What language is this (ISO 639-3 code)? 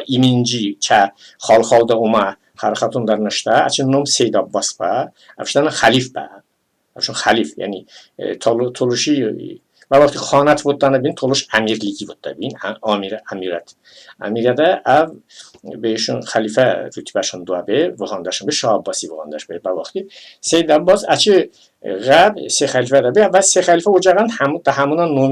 tly